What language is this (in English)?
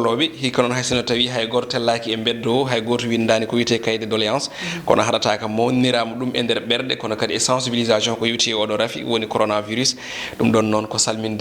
Fula